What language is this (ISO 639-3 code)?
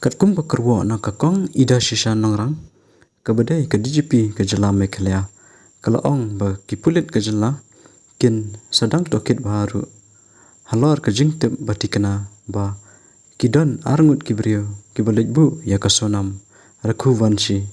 kha